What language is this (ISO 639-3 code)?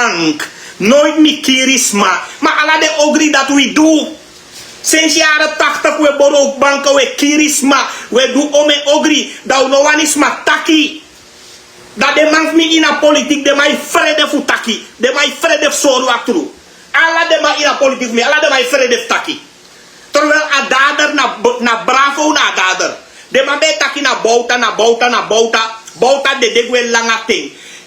srn